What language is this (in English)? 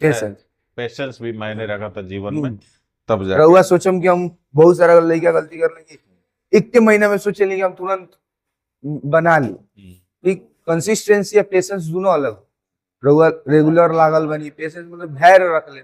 Bhojpuri